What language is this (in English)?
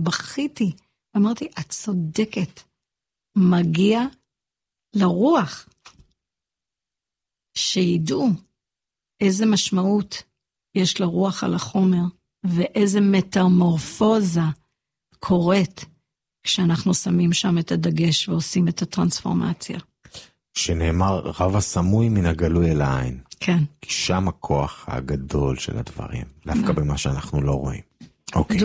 Hebrew